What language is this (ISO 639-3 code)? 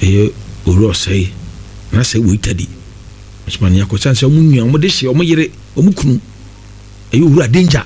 aka